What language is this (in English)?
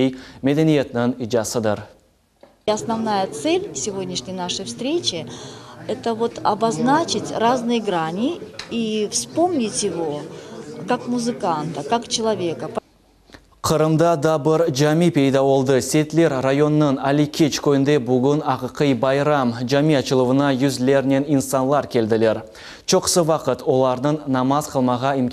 Crimean Tatar